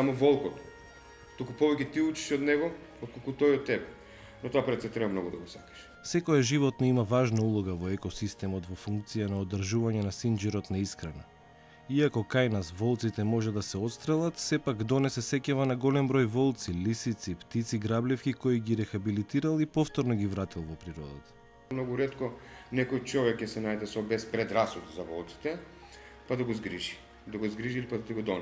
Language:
Macedonian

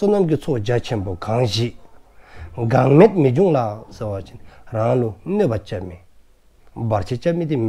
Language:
Dzongkha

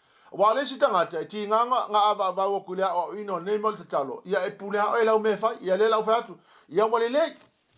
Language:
Samoan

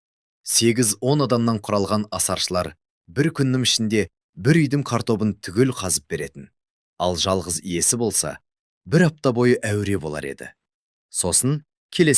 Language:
Kazakh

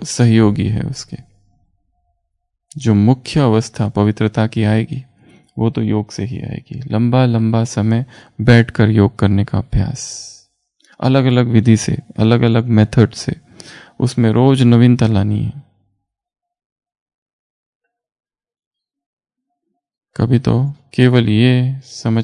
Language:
Hindi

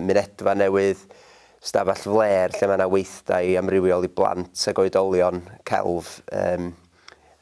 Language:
Welsh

